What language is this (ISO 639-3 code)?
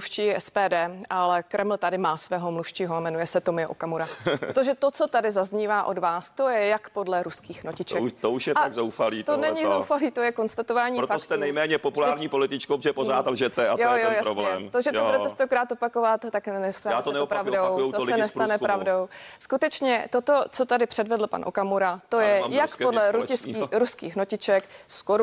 ces